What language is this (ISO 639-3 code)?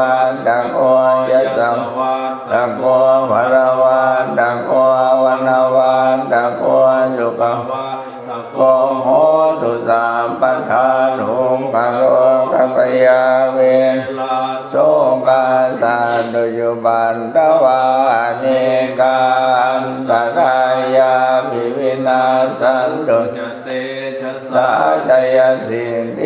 pli